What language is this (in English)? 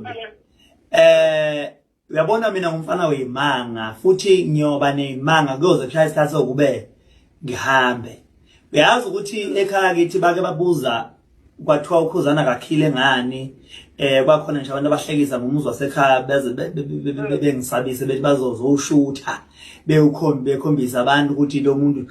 Zulu